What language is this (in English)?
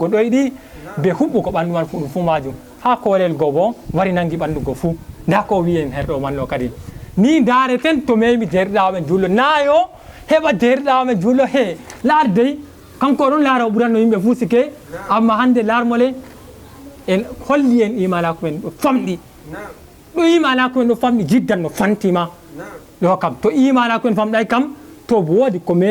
Fula